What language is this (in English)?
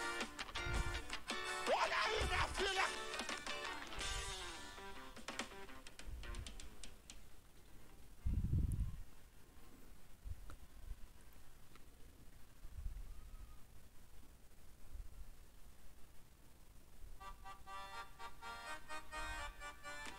Portuguese